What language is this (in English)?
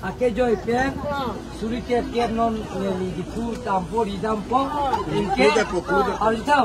Karbi